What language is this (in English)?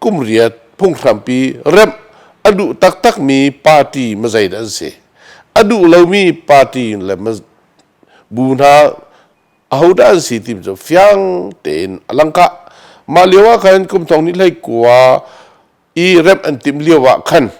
Hakha Chin